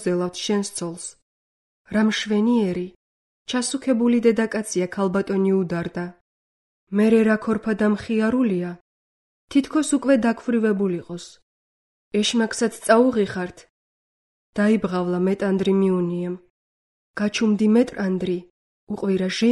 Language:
Georgian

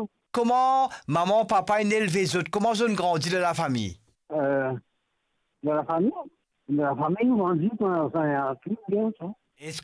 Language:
Morisyen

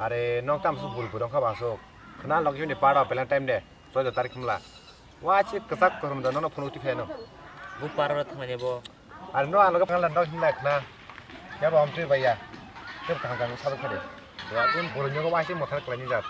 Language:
Kok Borok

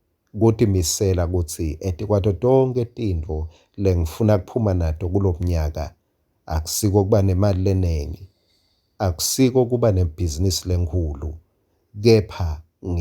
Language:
Swati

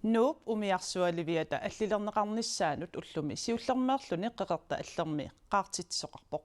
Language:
Kalaallisut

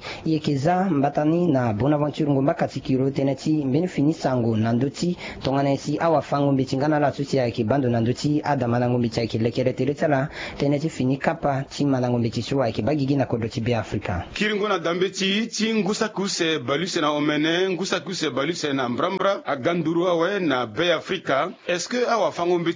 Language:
Sango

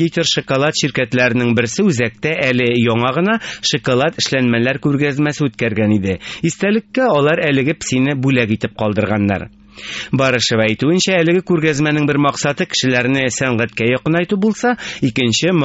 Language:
Tatar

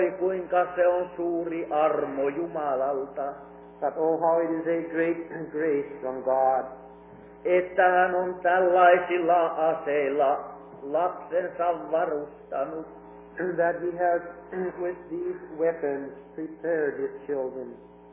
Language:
Finnish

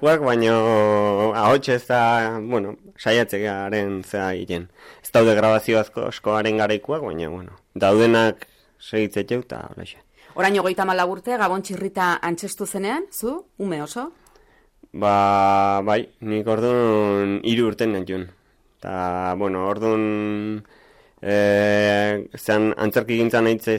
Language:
Basque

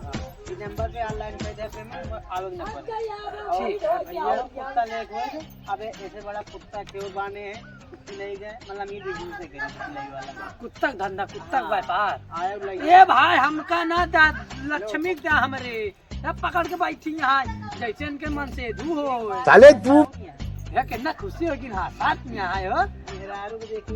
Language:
Awadhi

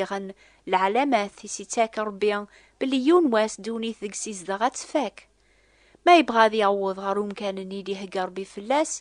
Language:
Kabyle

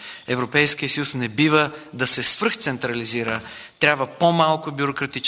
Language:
Bulgarian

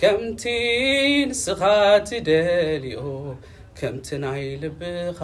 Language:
Tigrinya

